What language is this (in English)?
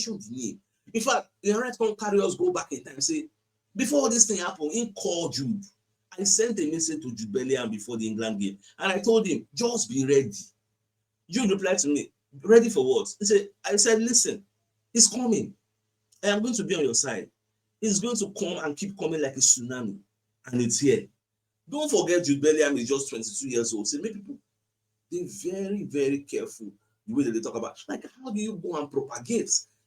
Nigerian Pidgin